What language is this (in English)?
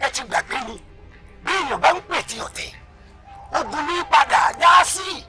Yoruba